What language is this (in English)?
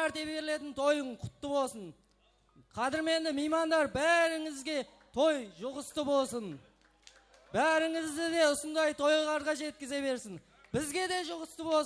Kara-Kalpak